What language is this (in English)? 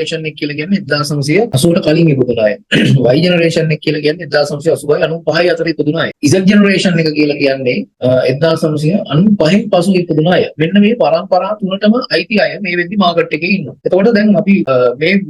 Sinhala